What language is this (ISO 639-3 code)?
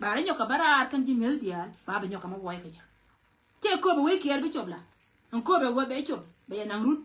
nus